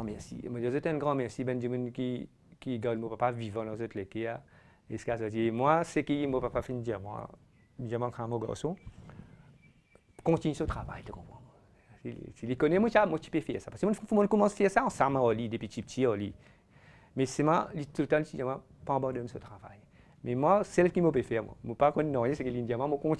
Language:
French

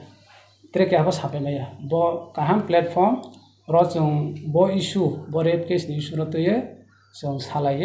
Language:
Kok Borok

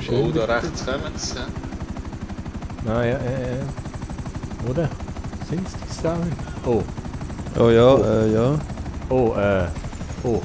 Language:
Swiss German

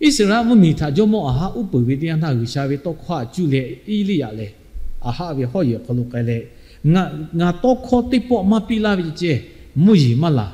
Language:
Lahu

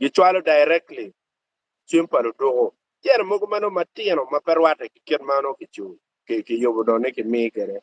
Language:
Acoli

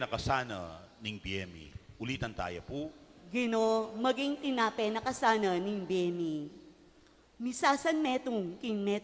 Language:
Pampanga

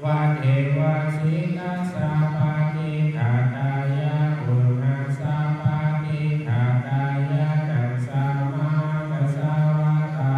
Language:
Pali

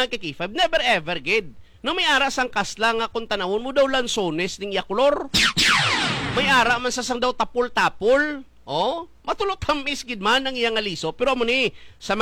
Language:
Hiligaynon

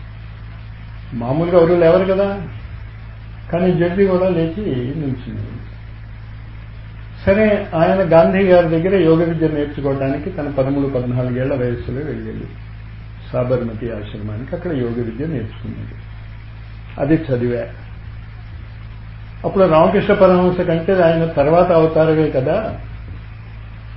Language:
Telugu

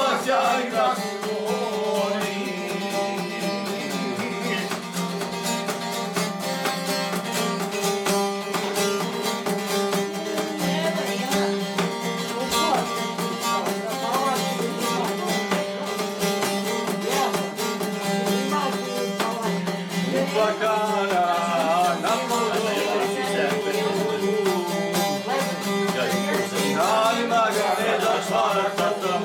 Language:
Croatian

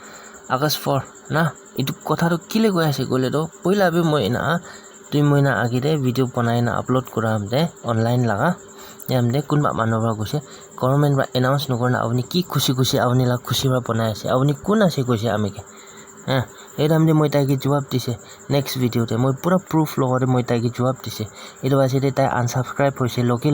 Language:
Naga Pidgin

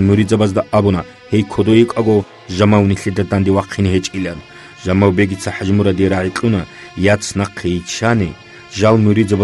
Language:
Avaric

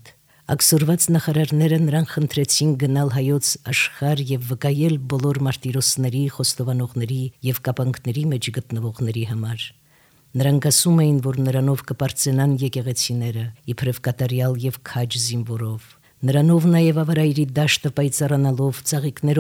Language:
Armenian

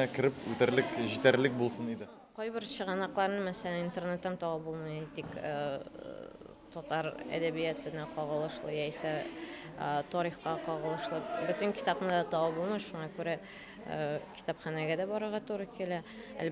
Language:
Tatar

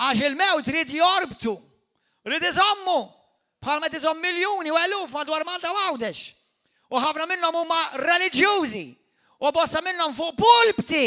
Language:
Maltese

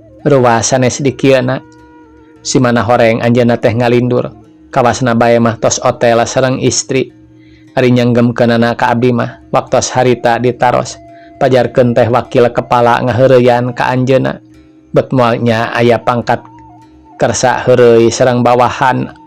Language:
Sundanese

